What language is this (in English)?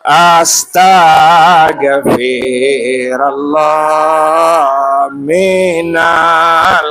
Sasak